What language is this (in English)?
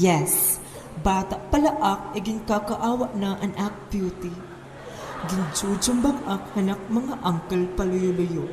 Waray